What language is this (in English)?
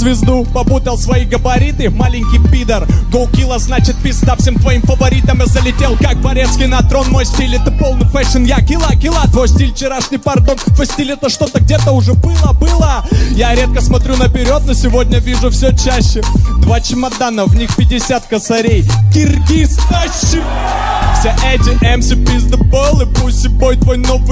Russian